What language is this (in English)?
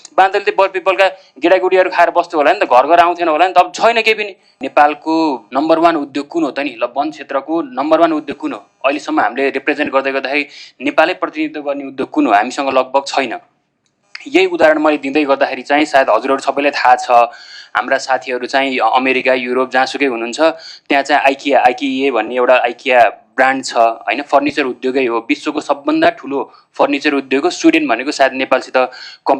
Nepali